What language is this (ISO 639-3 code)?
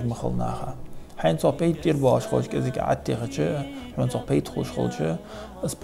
inh